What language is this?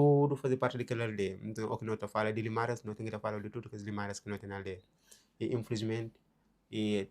Kabuverdianu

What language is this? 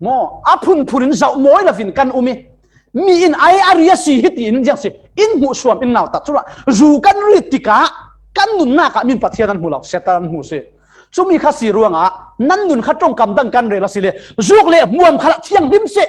Falam Chin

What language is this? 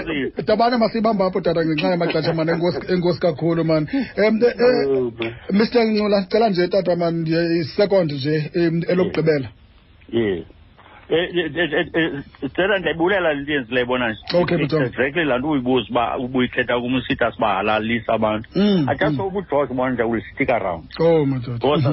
Xhosa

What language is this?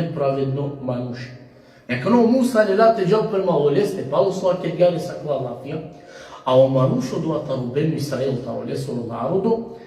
Balkan Romani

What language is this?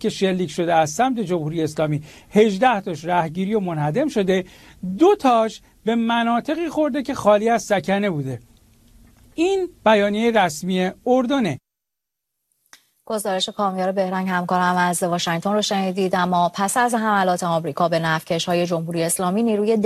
Persian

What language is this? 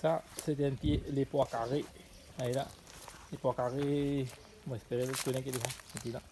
Morisyen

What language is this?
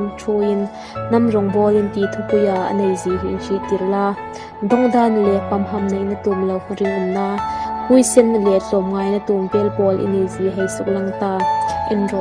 Hmar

